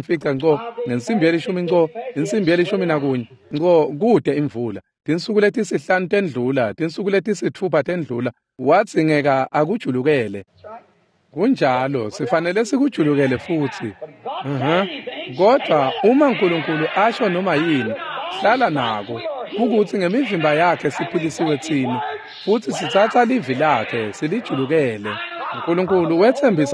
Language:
Swati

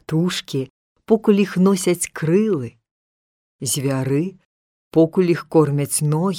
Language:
Belarusian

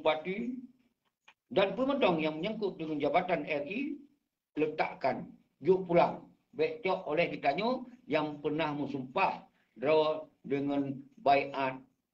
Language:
Achinese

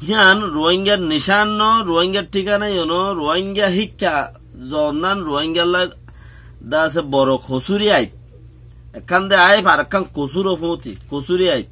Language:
Rohingya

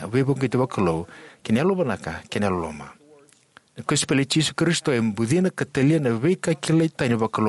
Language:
Fijian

